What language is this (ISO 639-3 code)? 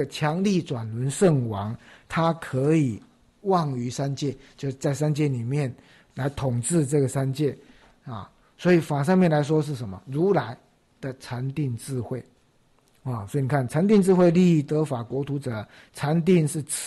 zho